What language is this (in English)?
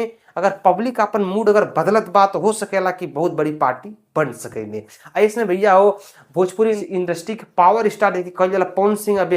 Bhojpuri